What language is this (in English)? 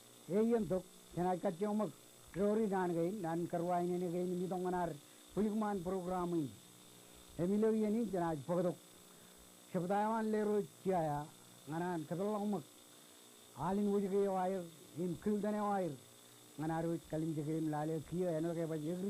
Marshallese